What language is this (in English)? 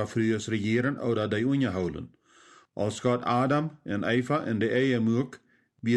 Plautdietsch